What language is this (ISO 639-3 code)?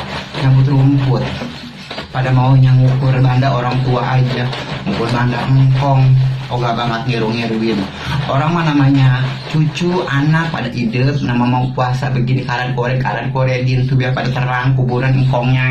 bew